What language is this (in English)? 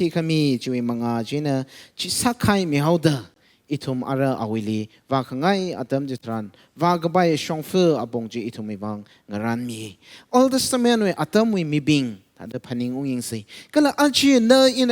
Tangkhul Naga (India)